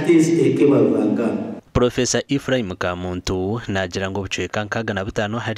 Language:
Nyankole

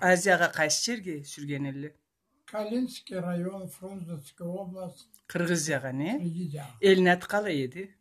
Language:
Karachay-Balkar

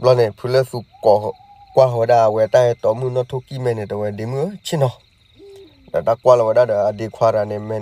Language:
S'gaw Karen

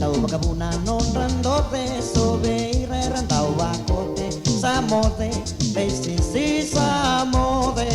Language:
Fijian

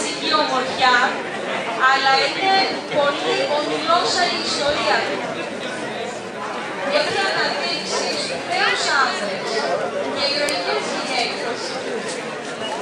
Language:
Greek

